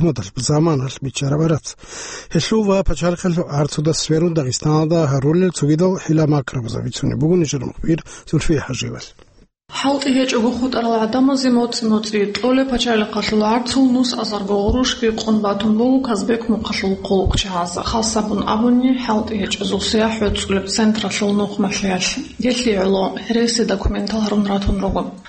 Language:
Avaric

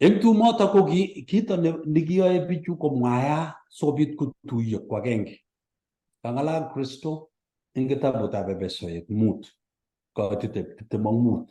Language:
Kalenjin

